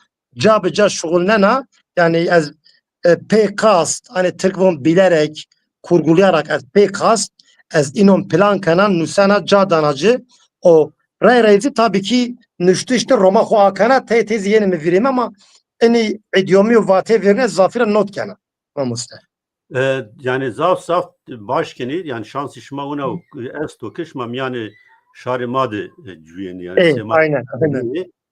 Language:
Zaza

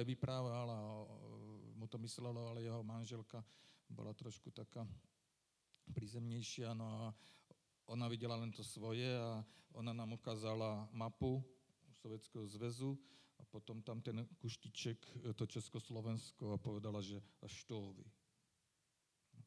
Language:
Slovak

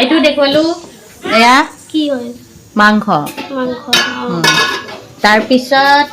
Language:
Assamese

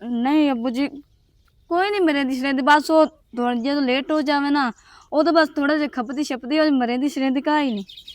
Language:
Western Panjabi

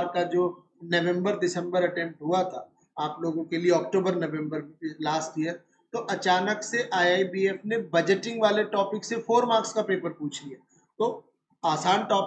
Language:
Hindi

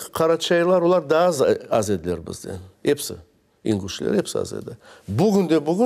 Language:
Crimean Tatar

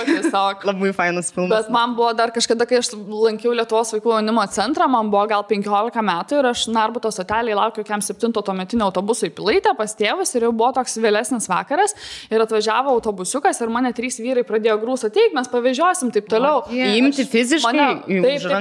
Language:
Lithuanian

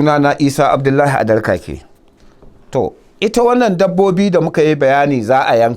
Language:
Hausa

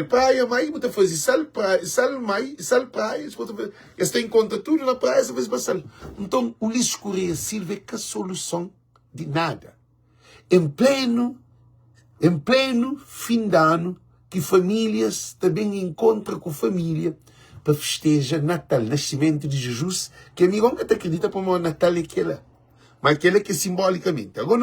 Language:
Kabuverdianu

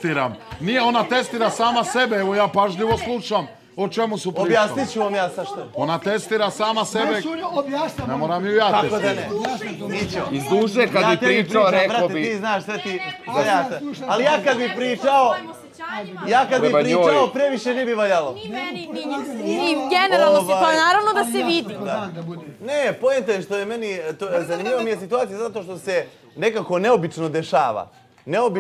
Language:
Bosnian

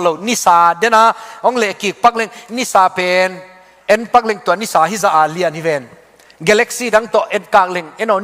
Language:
Tedim Chin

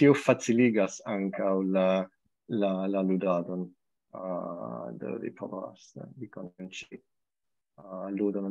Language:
Esperanto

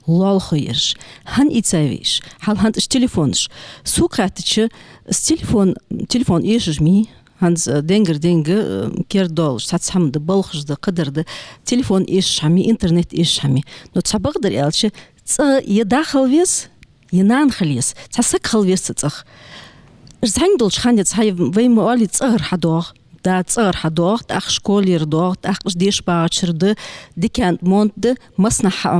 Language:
Ingush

